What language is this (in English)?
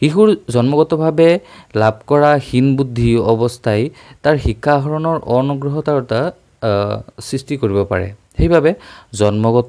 Assamese